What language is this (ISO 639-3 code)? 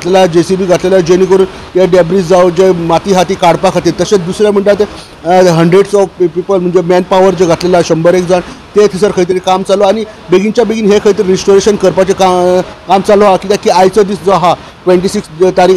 kok